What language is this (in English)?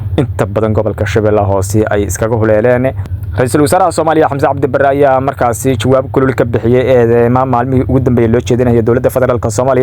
Somali